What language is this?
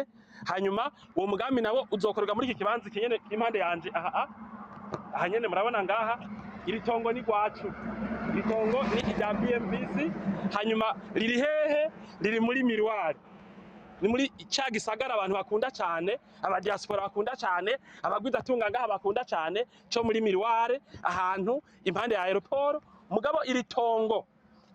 Rundi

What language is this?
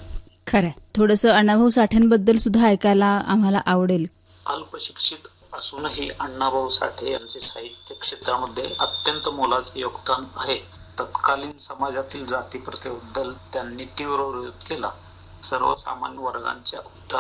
Marathi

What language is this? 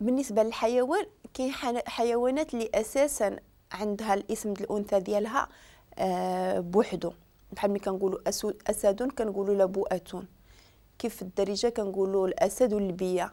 Moroccan Arabic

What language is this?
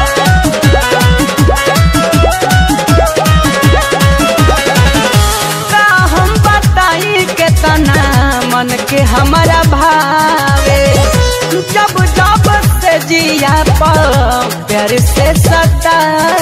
Bhojpuri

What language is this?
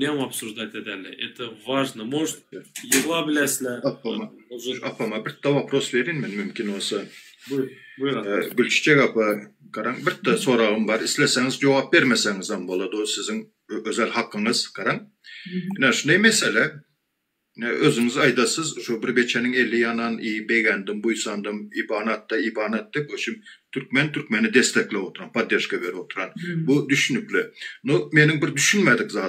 Turkmen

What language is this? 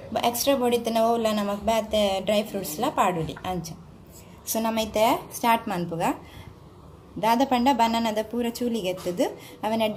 Tulu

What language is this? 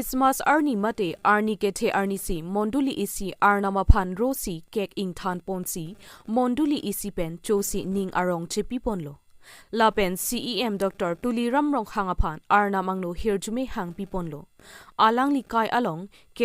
Karbi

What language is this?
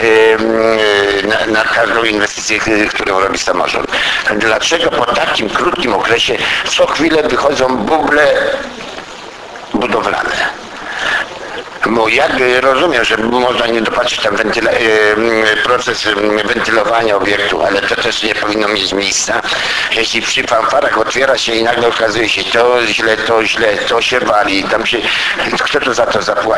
Polish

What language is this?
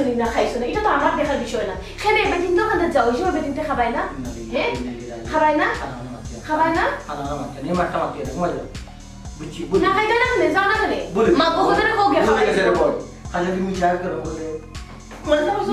Sylheti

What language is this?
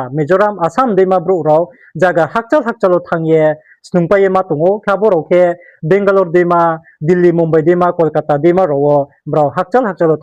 Riang (India)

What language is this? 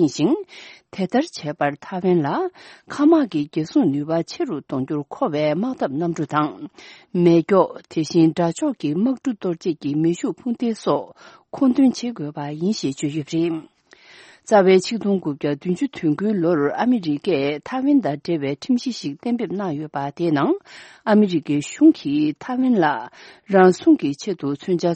Tibetan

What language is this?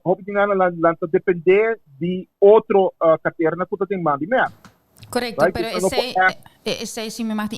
Papiamento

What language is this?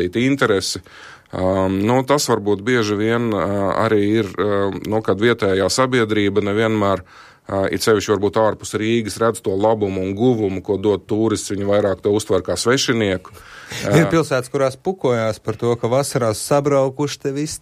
Latvian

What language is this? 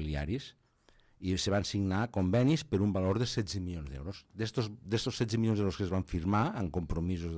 Catalan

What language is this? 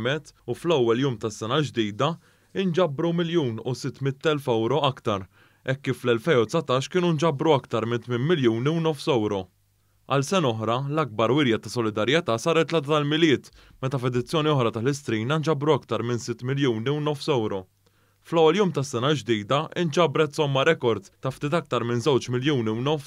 Maltese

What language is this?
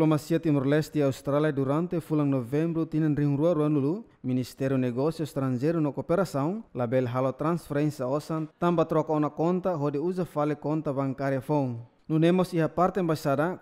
Tetum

